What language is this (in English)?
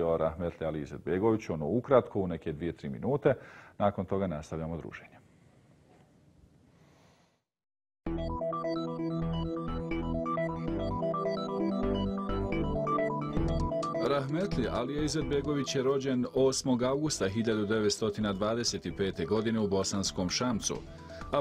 Bosnian